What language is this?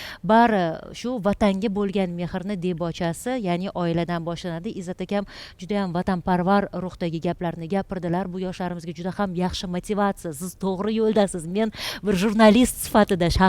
Uzbek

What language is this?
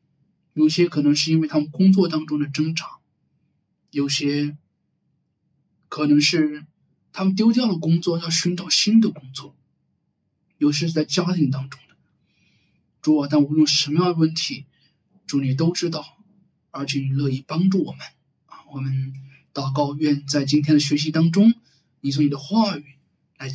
Chinese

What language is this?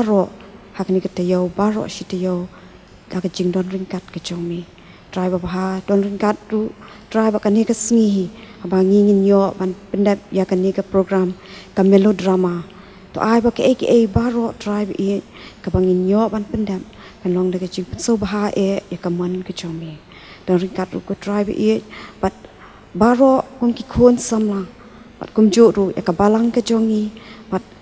Khasi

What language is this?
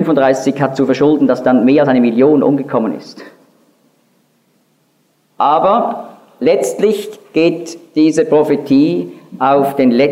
German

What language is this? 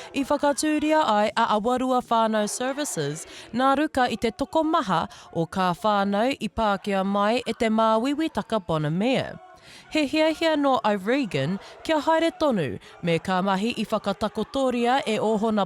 Māori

